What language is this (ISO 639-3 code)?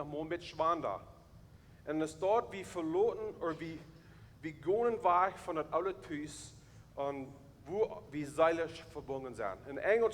pdt